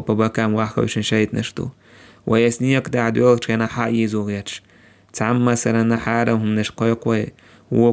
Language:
Chechen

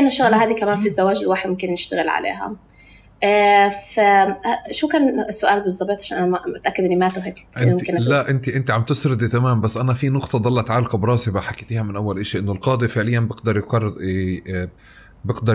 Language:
North Levantine Arabic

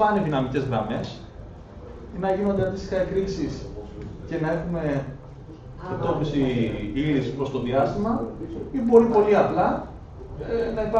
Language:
Greek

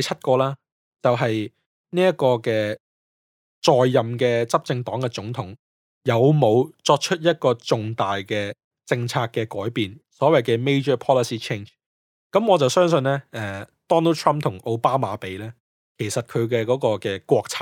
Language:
Cantonese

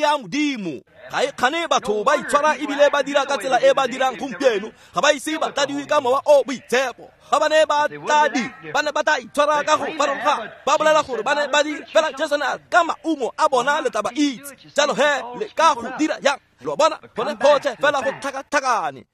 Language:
Tswana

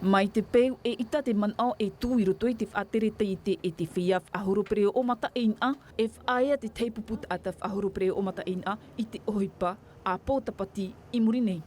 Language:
Tahitian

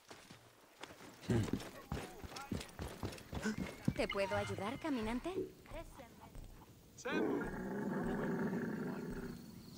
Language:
Spanish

